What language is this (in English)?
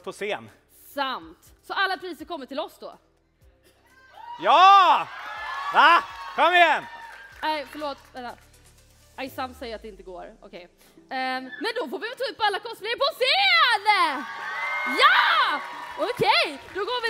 Swedish